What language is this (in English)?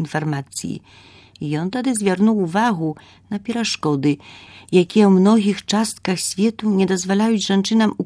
Belarusian